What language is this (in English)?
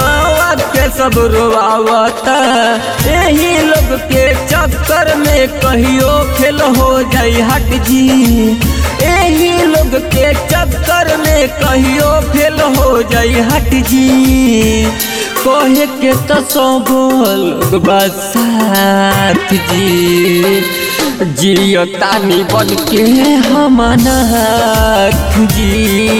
Bhojpuri